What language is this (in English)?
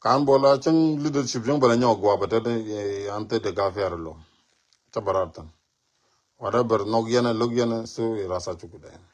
Nuer